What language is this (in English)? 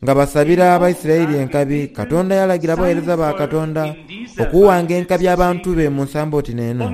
Soga